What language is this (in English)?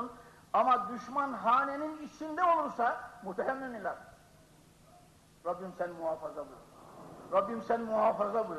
Turkish